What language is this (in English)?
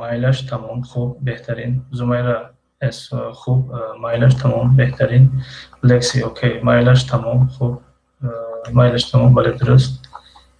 Tajik